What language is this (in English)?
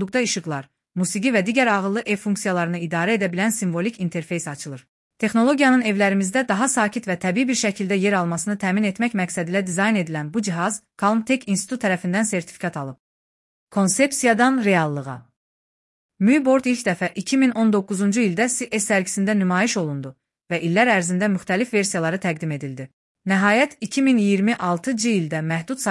Azerbaijani